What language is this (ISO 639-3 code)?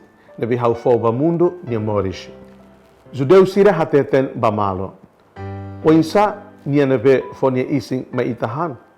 tet